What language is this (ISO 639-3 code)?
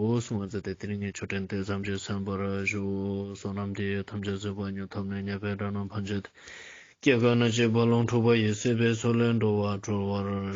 lbj